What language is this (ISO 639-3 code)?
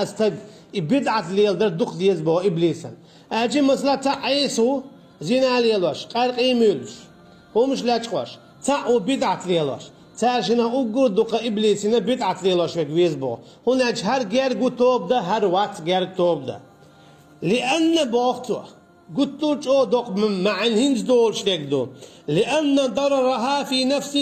che